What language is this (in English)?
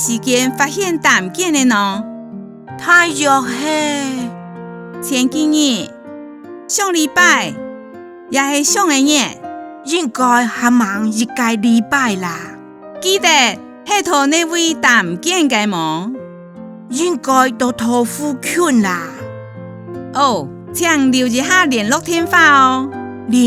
Hakka Chinese